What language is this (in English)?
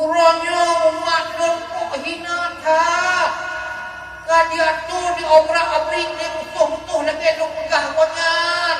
Achinese